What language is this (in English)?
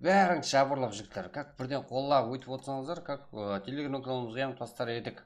Kara-Kalpak